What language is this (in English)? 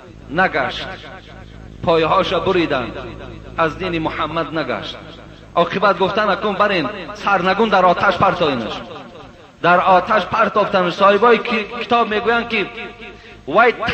Persian